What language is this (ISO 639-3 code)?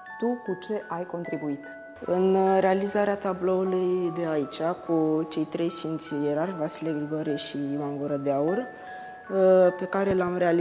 ron